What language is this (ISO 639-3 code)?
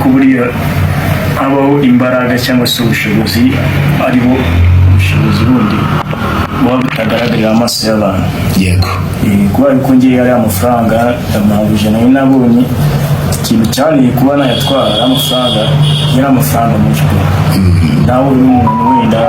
kin